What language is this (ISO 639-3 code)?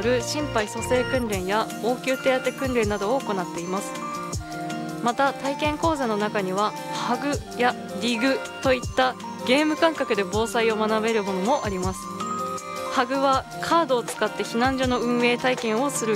jpn